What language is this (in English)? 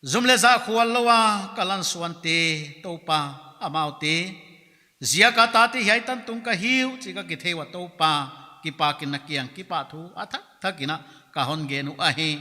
Paite Chin